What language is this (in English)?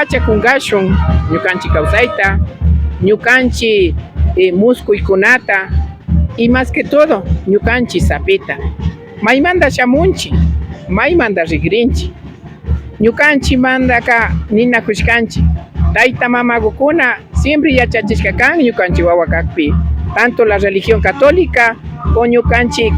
Imbabura Highland Quichua